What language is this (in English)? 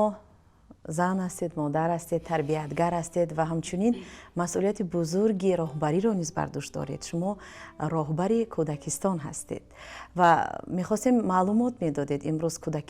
Tajik